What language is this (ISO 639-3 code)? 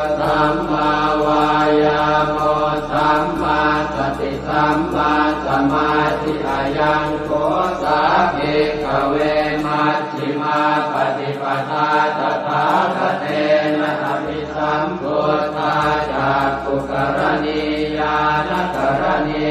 pli